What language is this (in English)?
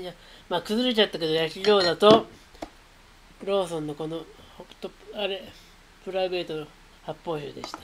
Japanese